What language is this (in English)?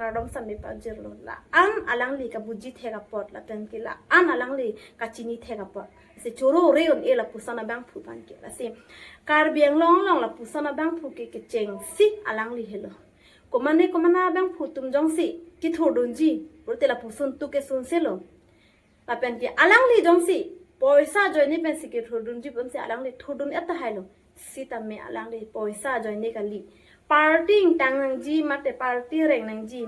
Karbi